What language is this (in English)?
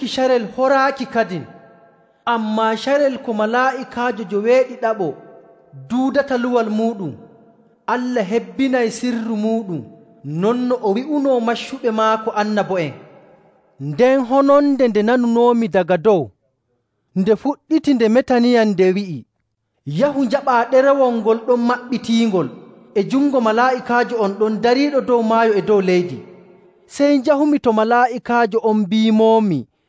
Nigerian Fulfulde